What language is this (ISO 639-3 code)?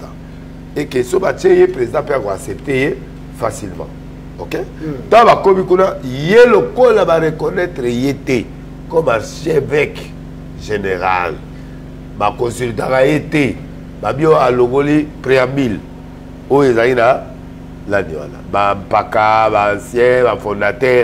lin